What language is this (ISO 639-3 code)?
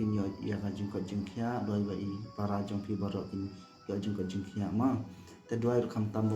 kha